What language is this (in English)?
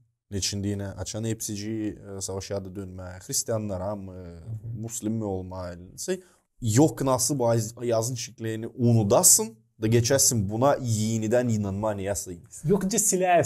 Gagauz